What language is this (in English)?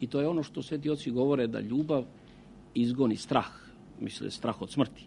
Serbian